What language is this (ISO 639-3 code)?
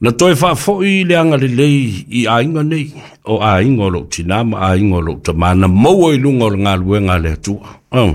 smo